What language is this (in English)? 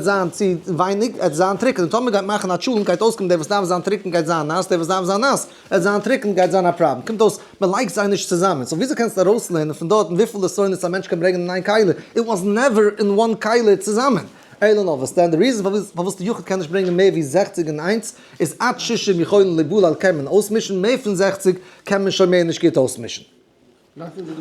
Yiddish